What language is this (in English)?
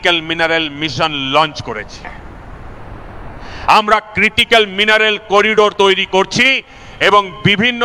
Bangla